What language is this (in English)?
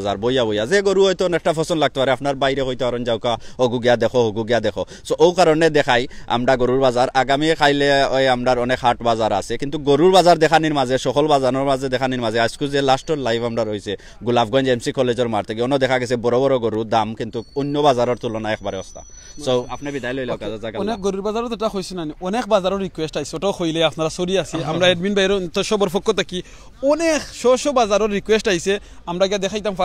Sylheti